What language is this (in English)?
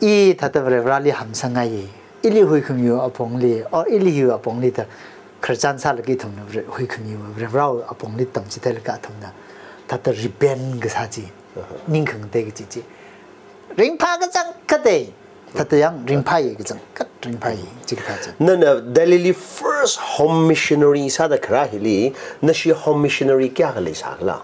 Tangkhul Naga (India)